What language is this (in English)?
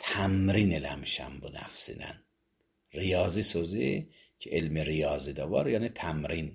Azerbaijani